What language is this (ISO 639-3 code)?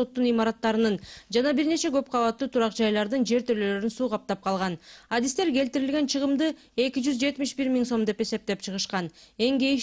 kir